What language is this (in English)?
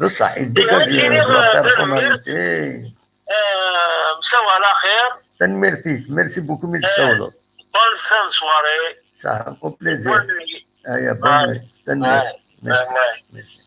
Kabyle